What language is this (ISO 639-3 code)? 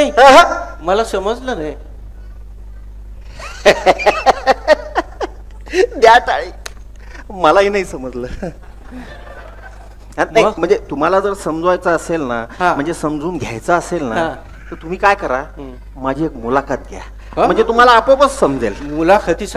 mar